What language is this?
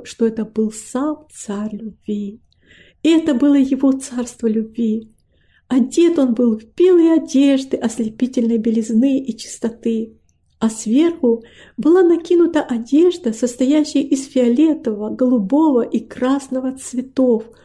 Russian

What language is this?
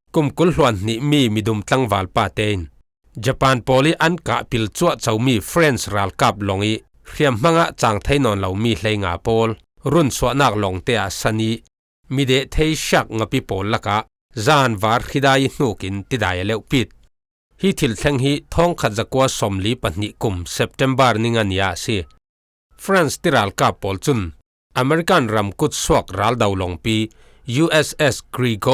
Falam Chin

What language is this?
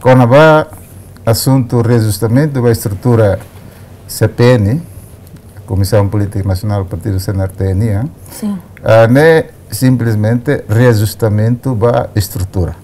Tetum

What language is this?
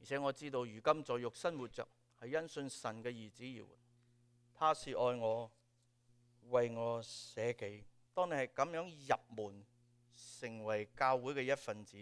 Cantonese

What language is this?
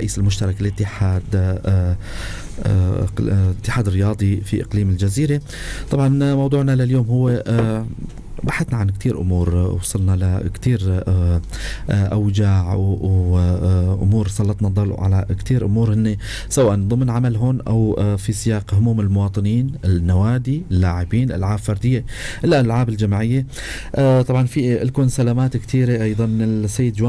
North Levantine Arabic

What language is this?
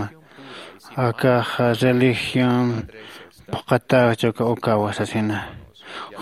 Aymara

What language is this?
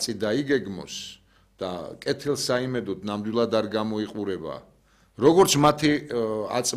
Georgian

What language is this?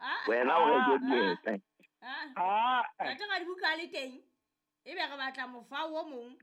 Southern Sotho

